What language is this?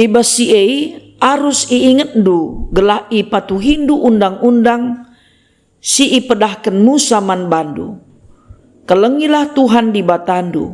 Batak Karo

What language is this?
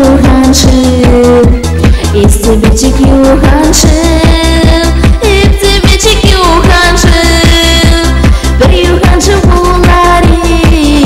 Chuvash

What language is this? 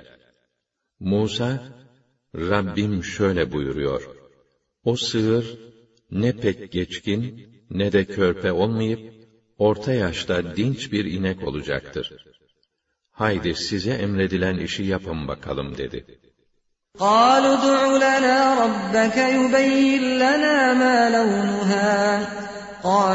Turkish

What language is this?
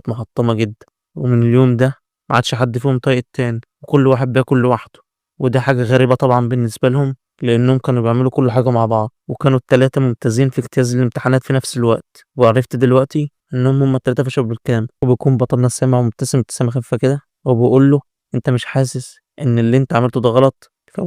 Egyptian Arabic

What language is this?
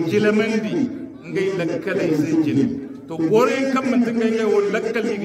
Hausa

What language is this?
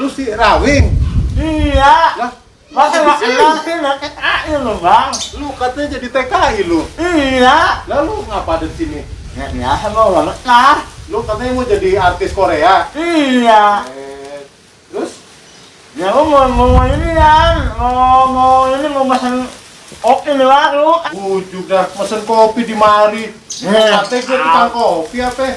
Betawi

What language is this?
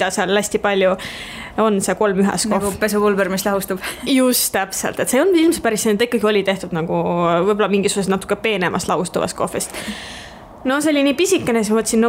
Estonian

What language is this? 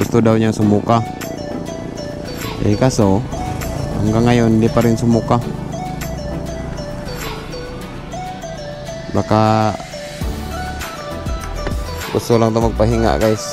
Filipino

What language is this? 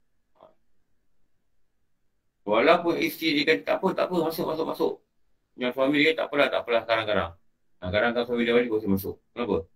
Malay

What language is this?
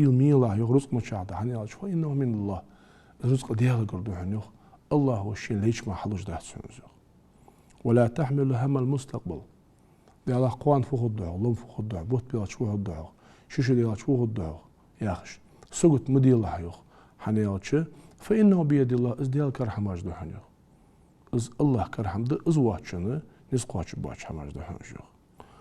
Ingush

